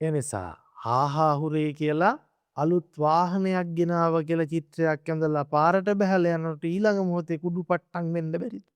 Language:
Sinhala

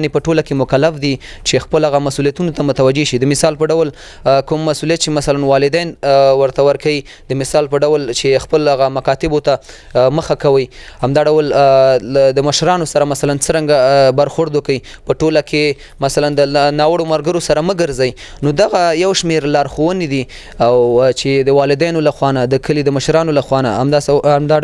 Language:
Pashto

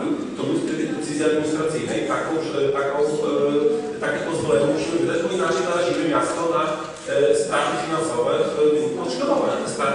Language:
Polish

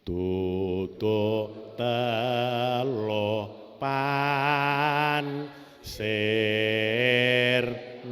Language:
Javanese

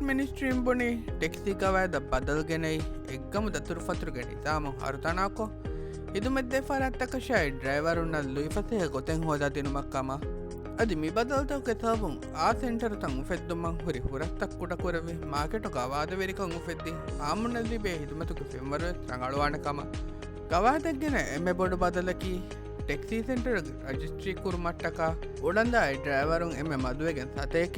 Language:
Divehi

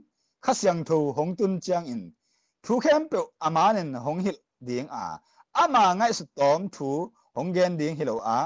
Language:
Tedim Chin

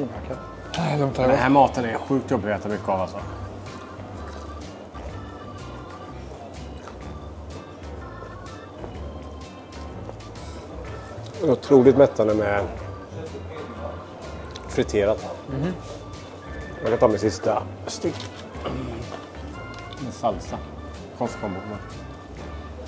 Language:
Swedish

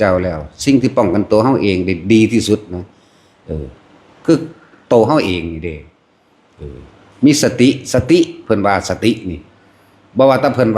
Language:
Northeastern Thai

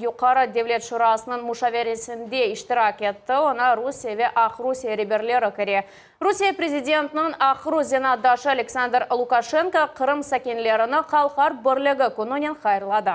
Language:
Crimean Tatar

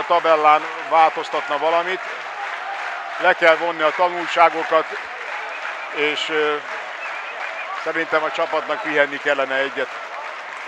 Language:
Hungarian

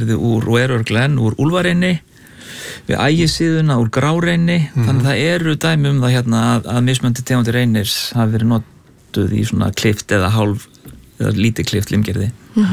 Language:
Icelandic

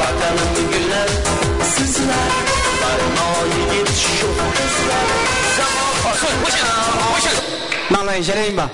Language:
Kara-Kalpak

